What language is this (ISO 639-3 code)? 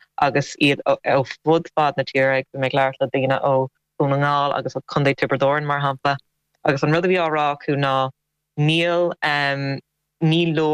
gle